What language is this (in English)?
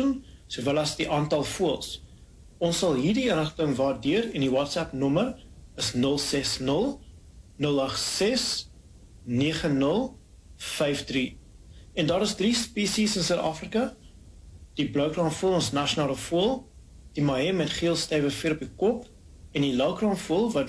Afrikaans